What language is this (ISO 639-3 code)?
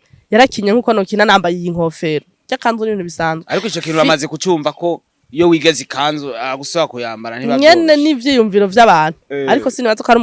run